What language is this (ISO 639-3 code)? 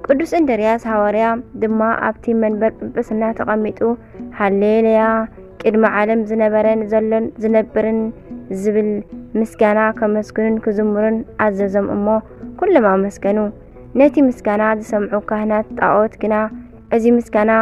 tir